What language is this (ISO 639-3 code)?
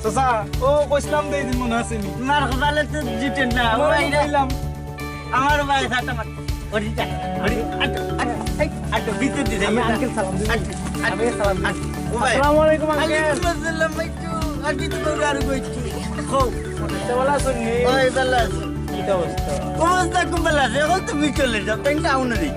syl